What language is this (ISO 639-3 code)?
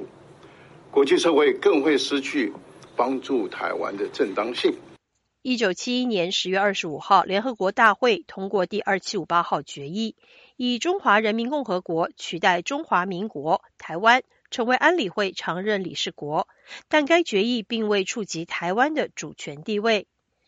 zho